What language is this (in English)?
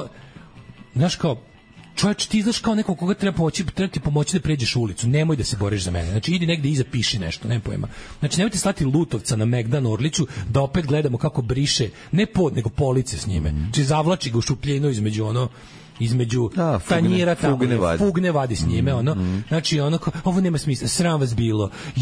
Serbian